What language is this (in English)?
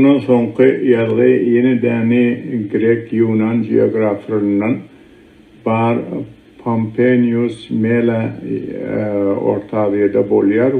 Turkmen